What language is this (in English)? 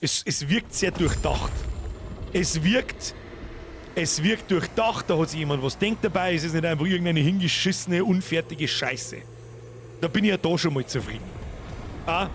Bavarian